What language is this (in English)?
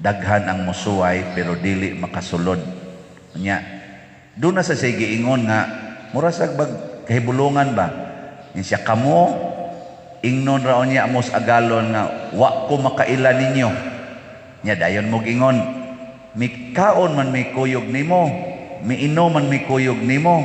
Cebuano